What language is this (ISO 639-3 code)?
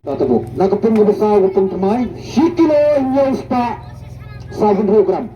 kha